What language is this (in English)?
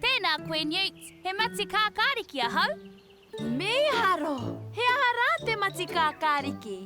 Māori